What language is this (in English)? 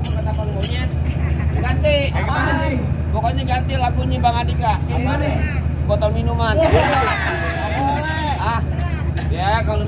Betawi